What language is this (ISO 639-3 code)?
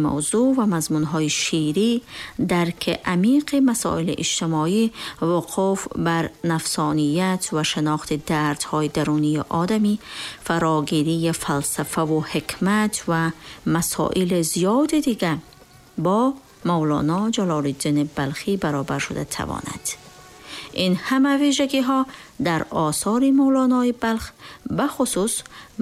tgk